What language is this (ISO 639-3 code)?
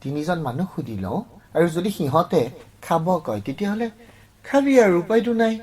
asm